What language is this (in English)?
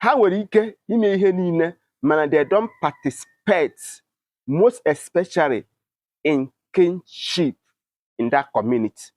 Igbo